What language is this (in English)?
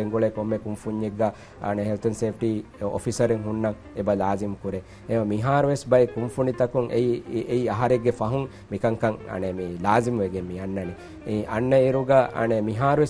Divehi